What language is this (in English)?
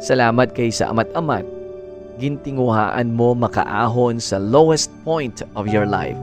Hiligaynon